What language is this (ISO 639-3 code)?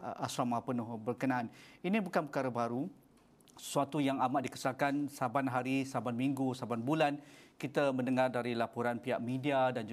msa